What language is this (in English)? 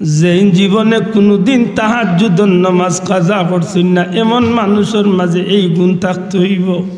Sylheti